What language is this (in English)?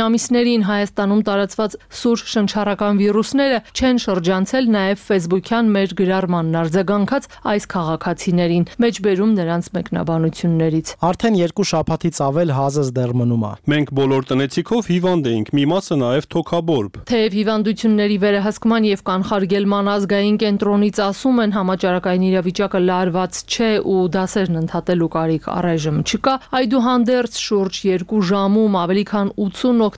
Armenian